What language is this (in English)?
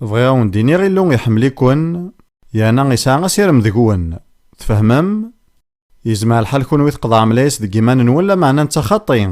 Kabyle